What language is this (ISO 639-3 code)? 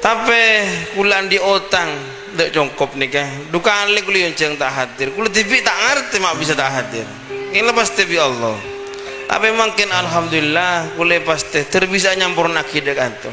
mad